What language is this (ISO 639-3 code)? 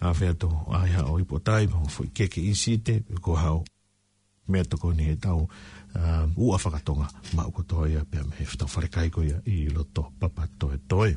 ton